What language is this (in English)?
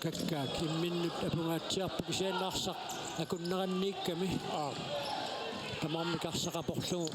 Kalaallisut